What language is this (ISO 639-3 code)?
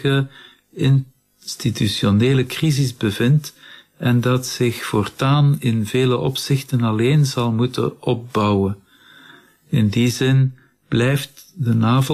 nld